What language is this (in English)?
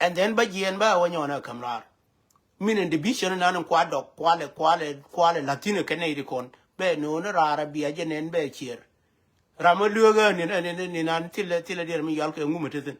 Nuer